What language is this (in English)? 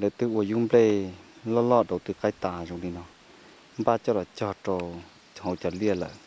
Hmong